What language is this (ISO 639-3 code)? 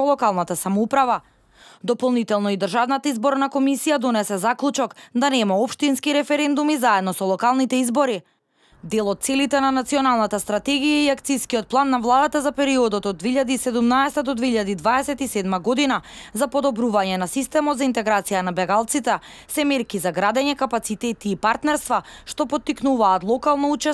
mkd